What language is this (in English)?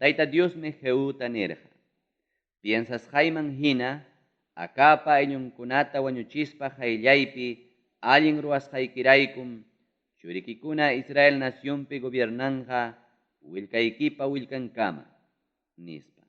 Ayacucho Quechua